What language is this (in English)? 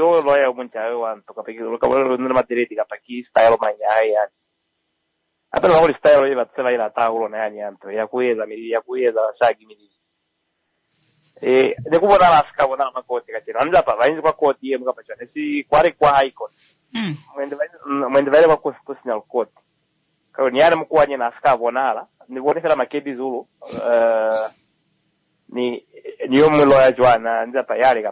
Swahili